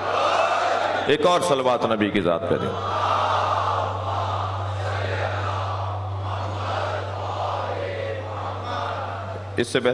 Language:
Urdu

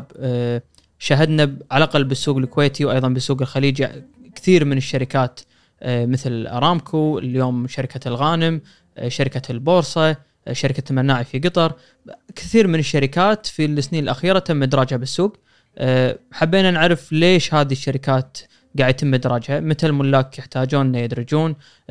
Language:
Gulf Arabic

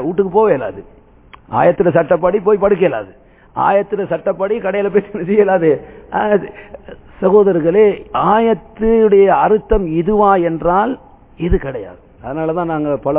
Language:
Tamil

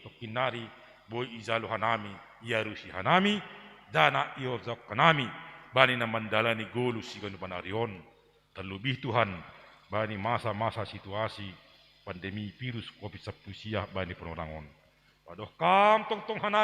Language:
Batak Simalungun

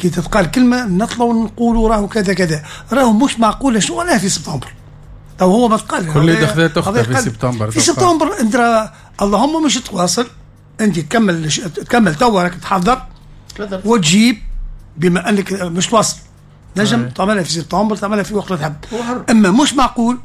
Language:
Tunisian Arabic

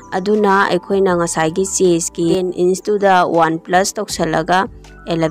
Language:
Manipuri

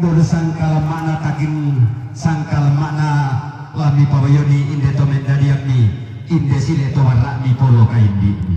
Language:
Toraja-Sa'dan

